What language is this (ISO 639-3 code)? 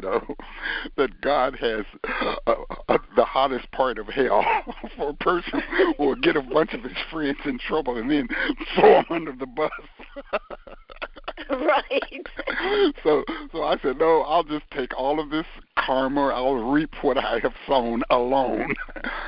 eng